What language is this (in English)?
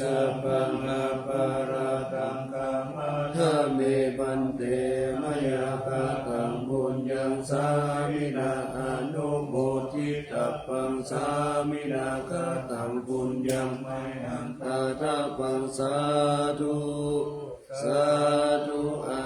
Pali